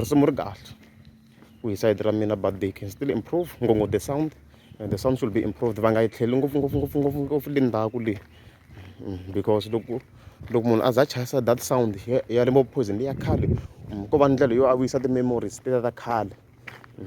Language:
Tsonga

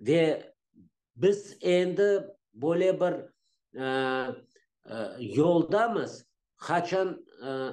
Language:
Crimean Tatar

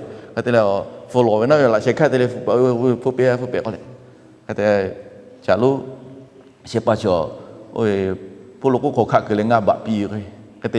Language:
Lahu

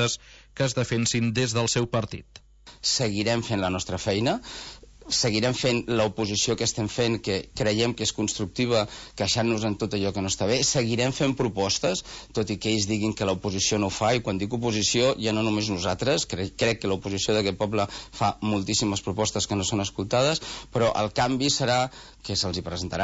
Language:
Catalan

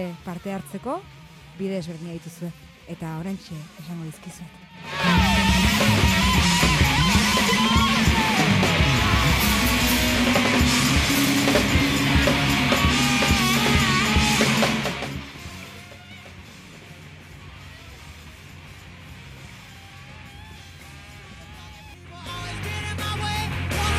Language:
Basque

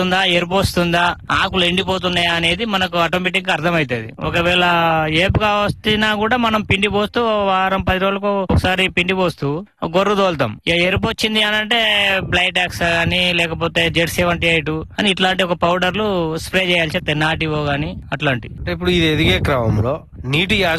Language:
Telugu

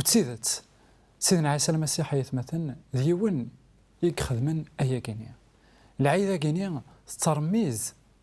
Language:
Kabyle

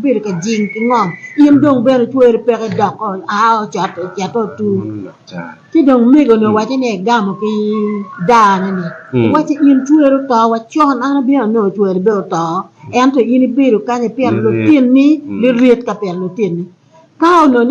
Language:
Acoli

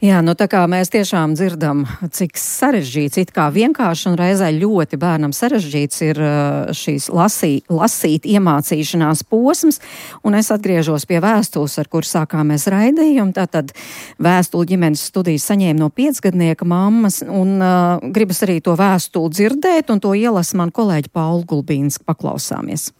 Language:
Latvian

